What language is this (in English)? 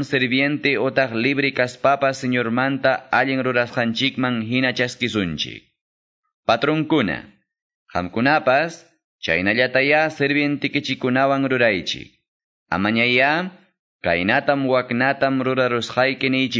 Quechua